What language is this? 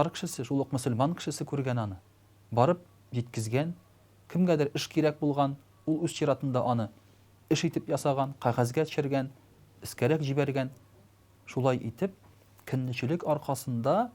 Tatar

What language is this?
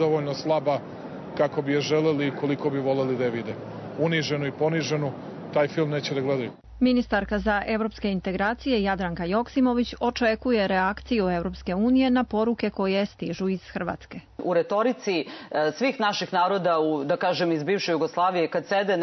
Serbian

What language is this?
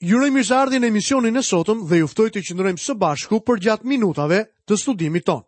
Albanian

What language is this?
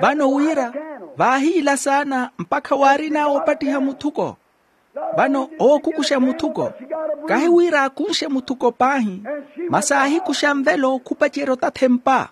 Makhuwa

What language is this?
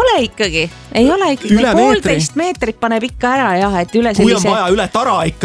Estonian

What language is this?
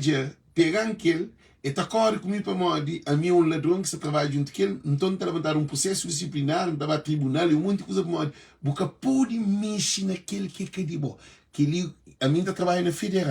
Kabuverdianu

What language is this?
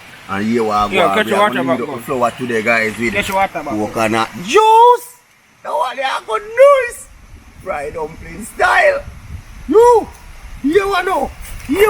Jamaican Creole English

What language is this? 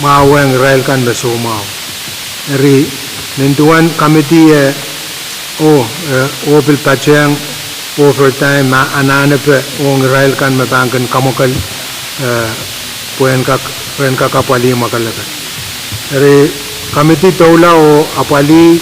Pohnpeian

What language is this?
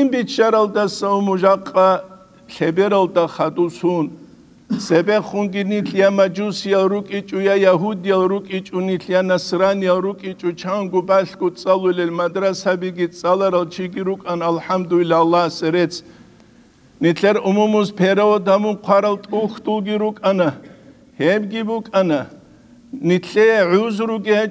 Avaric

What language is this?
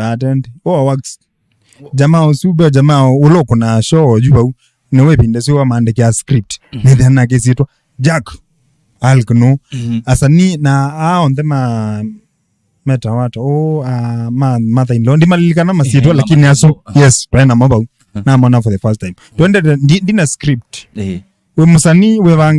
Kamba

